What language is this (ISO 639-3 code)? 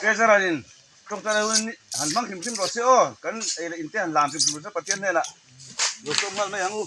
hmr